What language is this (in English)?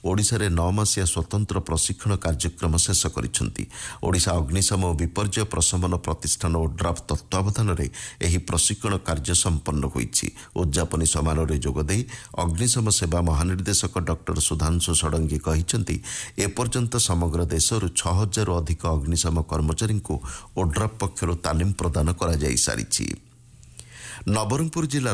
Odia